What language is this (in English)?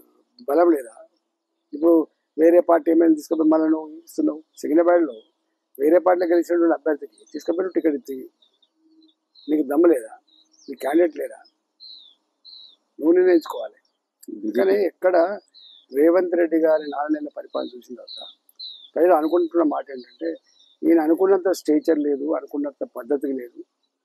Telugu